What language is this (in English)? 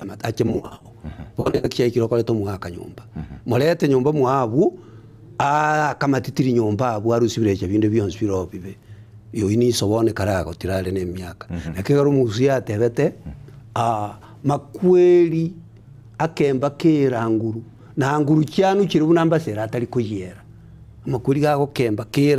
Gusii